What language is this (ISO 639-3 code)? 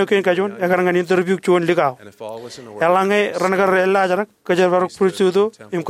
mah